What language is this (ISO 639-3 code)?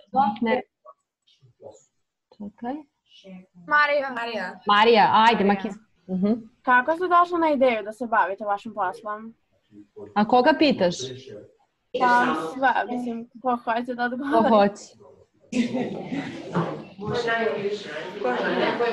srp